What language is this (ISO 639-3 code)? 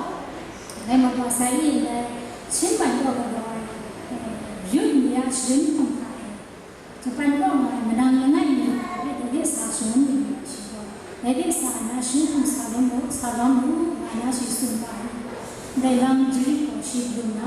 kac